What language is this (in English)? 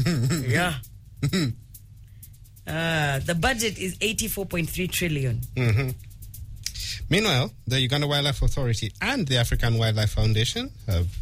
English